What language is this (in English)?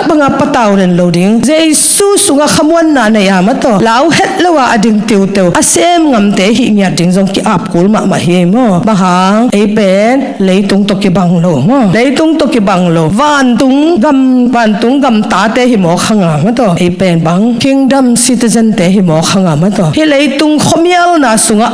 Tedim Chin